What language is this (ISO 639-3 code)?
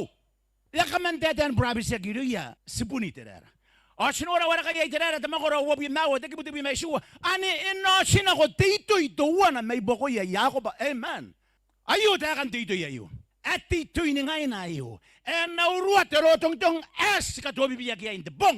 gil